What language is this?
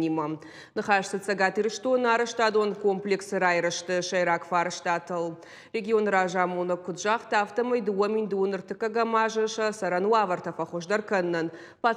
Ossetic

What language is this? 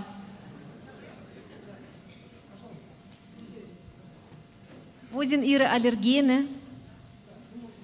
German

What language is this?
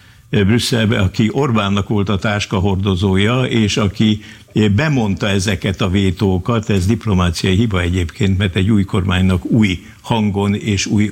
Hungarian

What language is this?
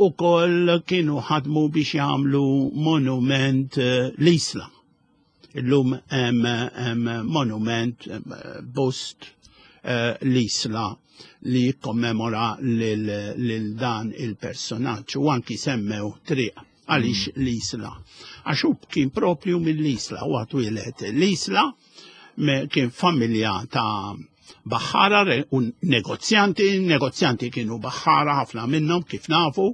Maltese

